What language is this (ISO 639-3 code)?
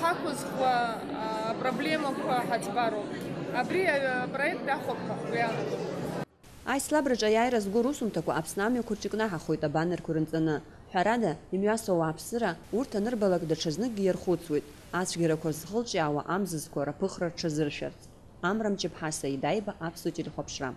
abk